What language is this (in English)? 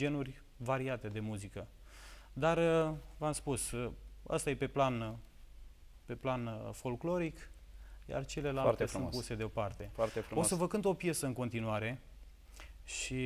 Romanian